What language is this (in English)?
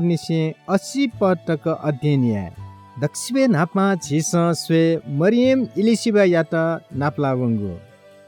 Newari